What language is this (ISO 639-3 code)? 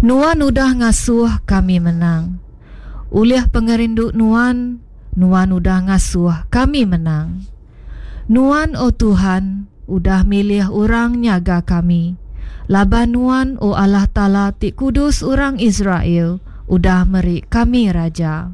iba